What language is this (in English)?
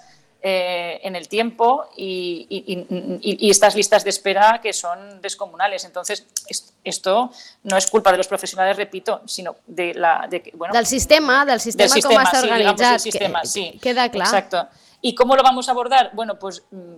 Catalan